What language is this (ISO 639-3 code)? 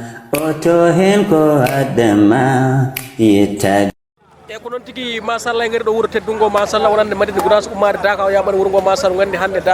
ful